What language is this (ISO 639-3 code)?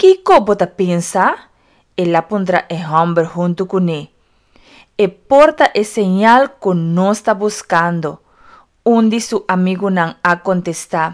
pap